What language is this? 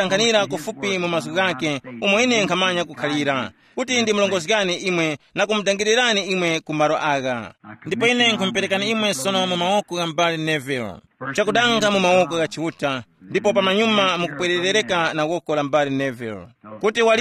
Tumbuka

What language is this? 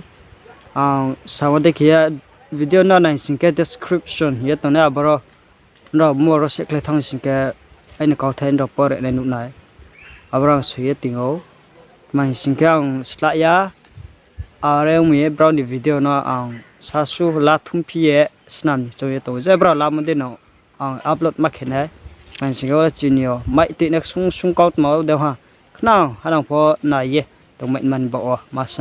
Riang (India)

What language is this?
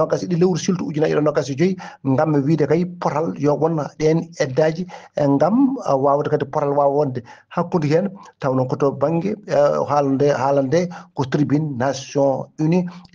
Fula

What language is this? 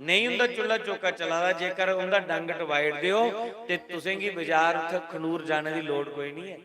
Dogri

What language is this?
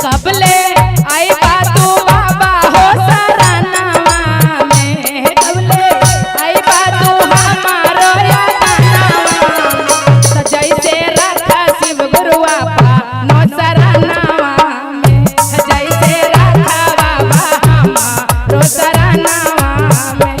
Magahi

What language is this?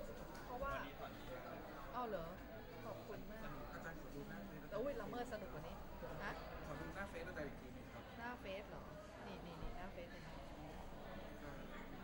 Thai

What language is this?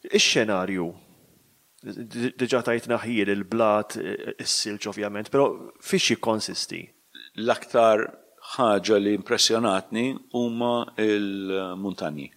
Maltese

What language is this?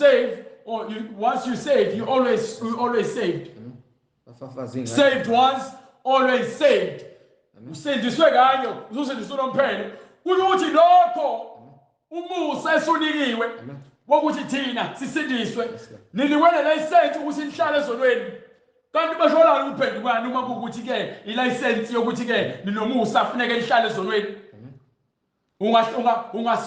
Zulu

